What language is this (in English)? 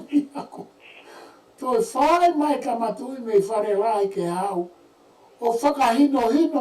Tongan